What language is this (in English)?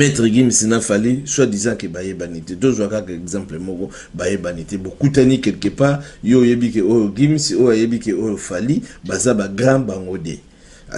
Lingala